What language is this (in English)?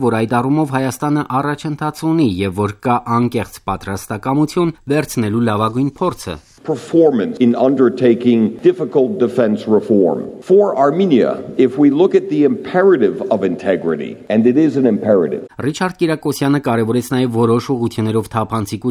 Armenian